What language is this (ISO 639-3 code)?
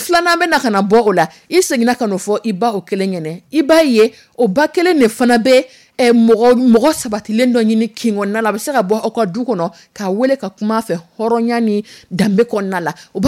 dyu